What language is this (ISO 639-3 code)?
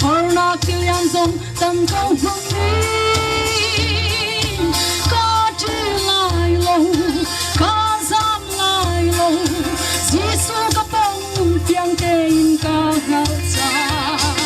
cnh